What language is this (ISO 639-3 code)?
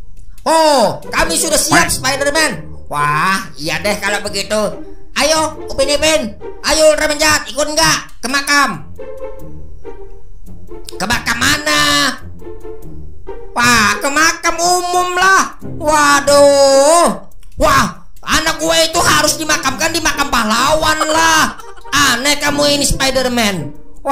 ind